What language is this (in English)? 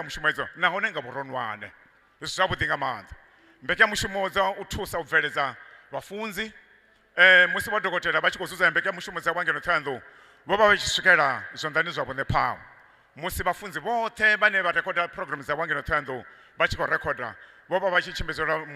Venda